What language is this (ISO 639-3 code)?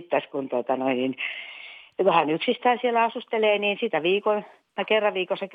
fin